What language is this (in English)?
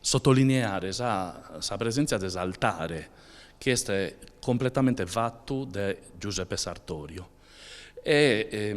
Sardinian